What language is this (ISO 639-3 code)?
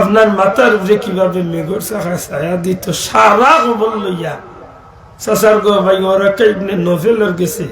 syl